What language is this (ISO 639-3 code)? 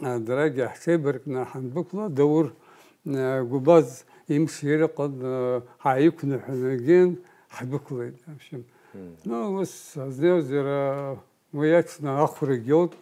abk